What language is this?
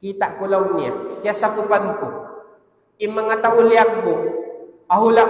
Tausug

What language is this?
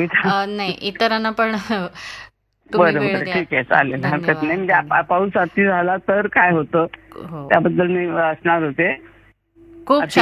Marathi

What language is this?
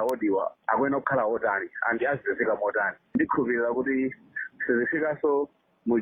Nyanja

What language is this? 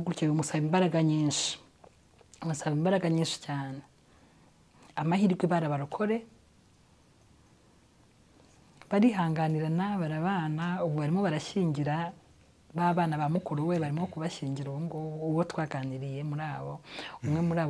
Kinyarwanda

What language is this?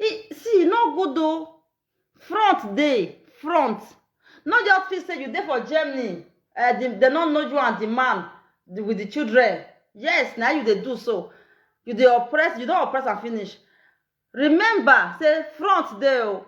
Nigerian Pidgin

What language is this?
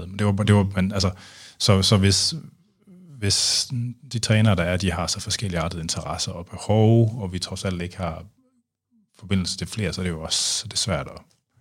Danish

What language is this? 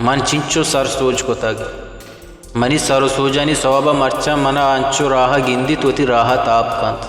Baluchi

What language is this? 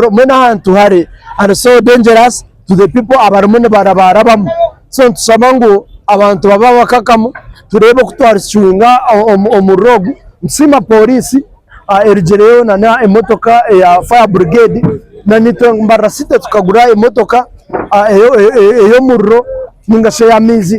Nyankole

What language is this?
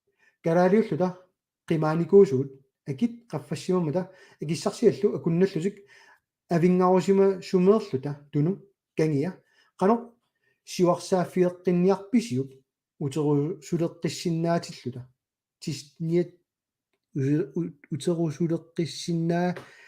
Kalaallisut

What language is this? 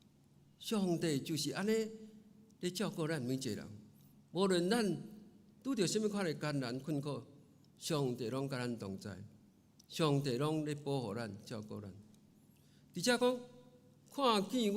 Min Nan Chinese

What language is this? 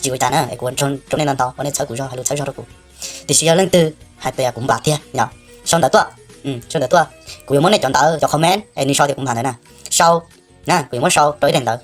Hmong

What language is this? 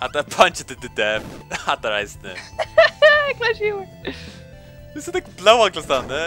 Faroese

